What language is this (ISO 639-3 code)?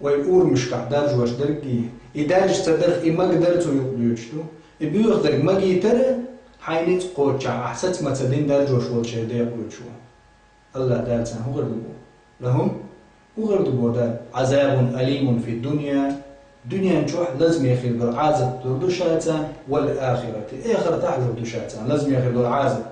che